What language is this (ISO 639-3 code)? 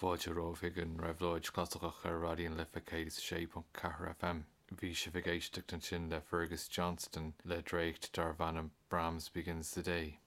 gle